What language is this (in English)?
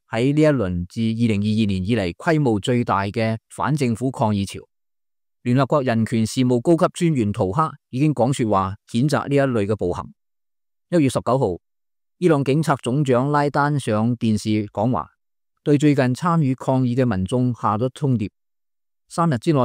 Cantonese